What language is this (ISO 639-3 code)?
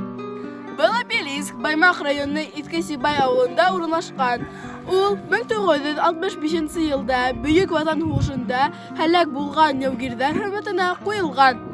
bak